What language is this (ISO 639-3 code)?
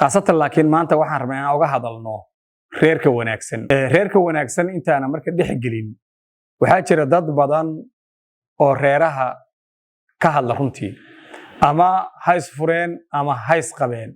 som